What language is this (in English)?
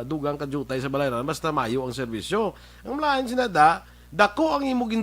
Hiligaynon